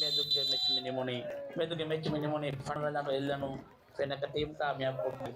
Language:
Divehi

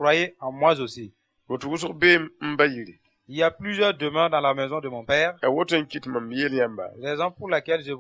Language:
Mossi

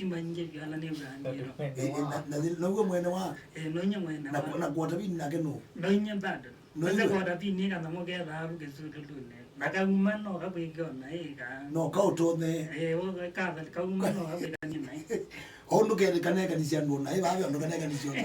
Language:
Kamba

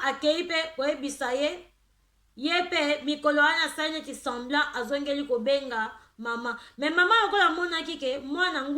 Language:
Lingala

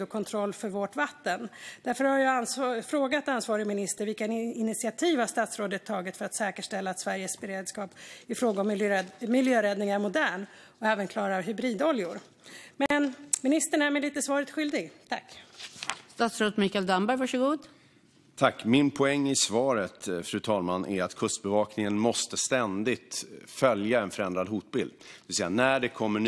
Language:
Swedish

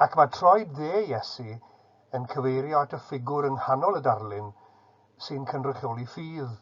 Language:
Welsh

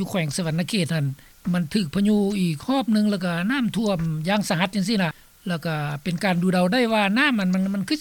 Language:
Lao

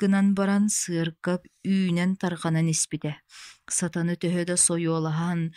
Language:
Yakut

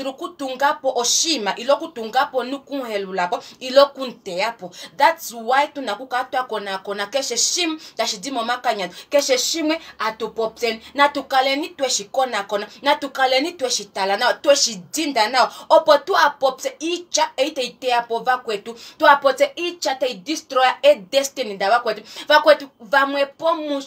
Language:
Kuanyama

